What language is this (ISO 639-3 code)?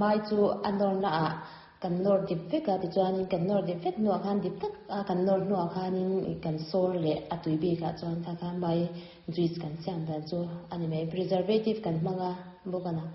lus